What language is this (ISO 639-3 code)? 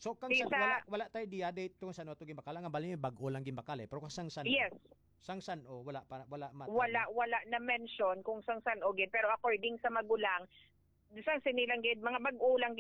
hil